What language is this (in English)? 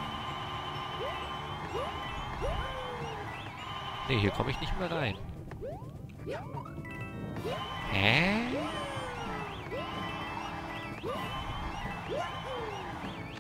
German